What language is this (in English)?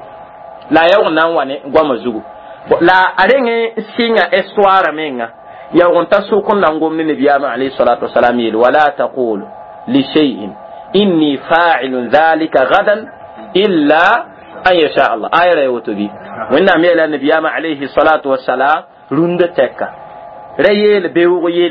Mossi